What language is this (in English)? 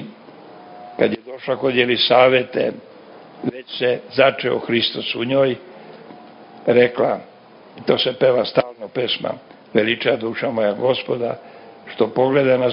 Serbian